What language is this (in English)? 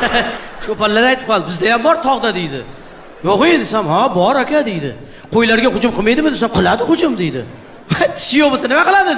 Uzbek